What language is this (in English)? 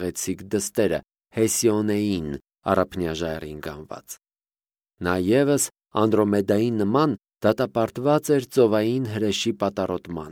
Armenian